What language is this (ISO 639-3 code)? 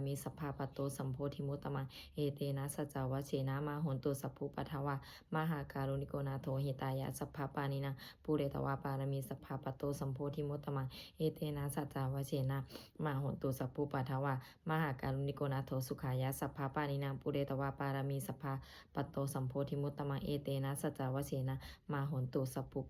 pli